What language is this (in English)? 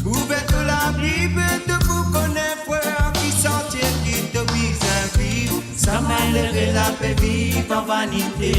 Morisyen